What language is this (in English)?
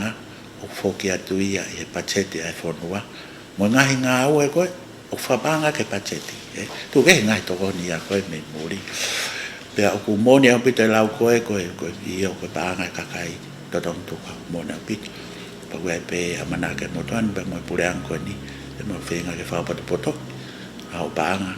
Tongan